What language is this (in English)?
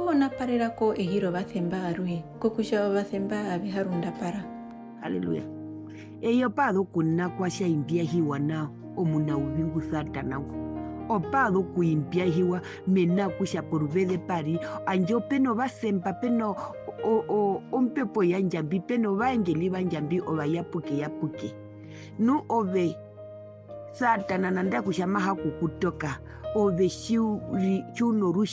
Herero